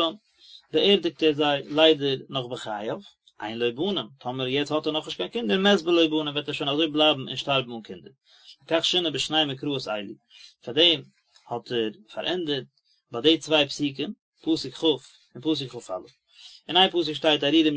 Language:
Yiddish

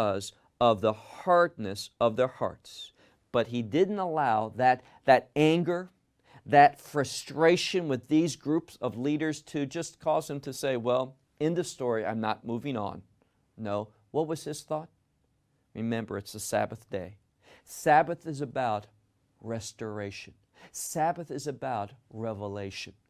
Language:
English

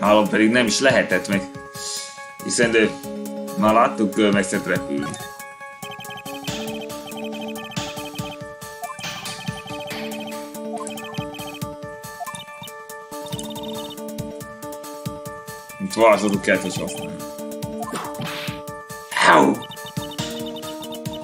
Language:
Hungarian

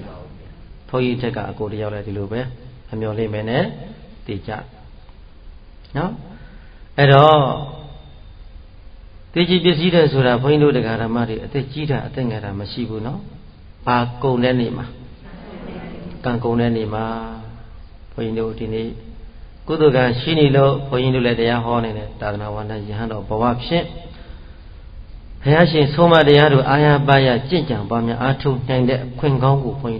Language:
Burmese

